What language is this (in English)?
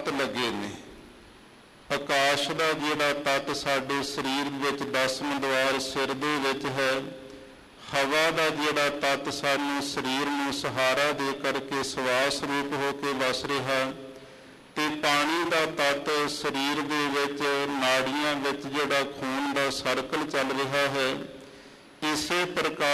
Punjabi